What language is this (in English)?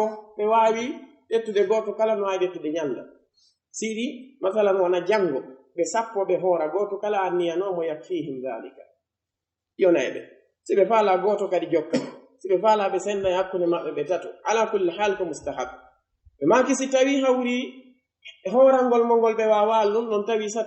Pular